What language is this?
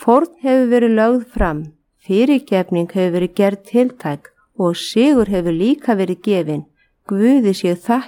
Icelandic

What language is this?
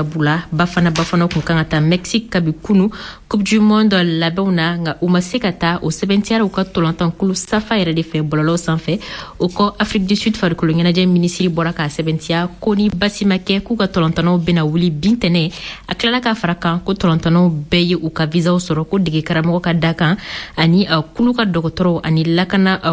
Bambara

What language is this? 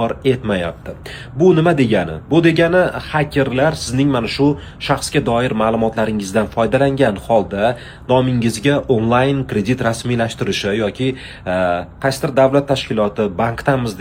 Uzbek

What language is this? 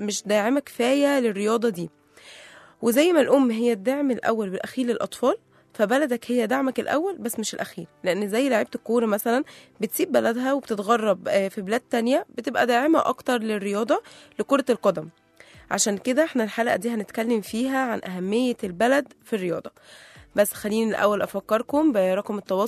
Egyptian Arabic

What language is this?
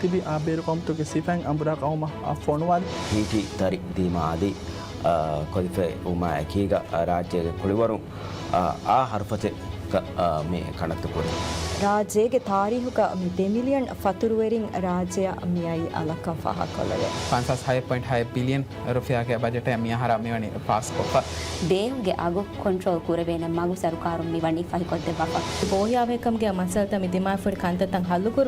Divehi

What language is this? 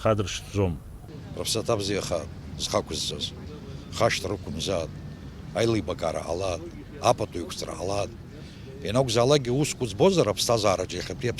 Abkhazian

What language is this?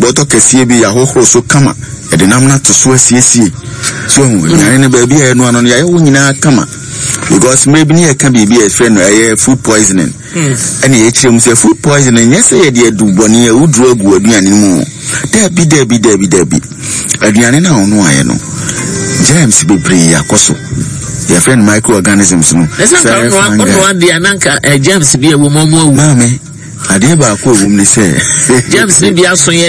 Akan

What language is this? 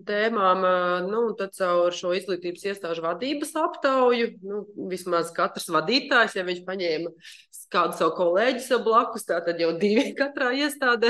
Latvian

